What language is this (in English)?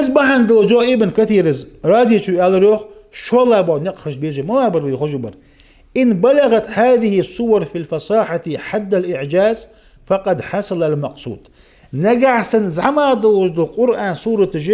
Ingush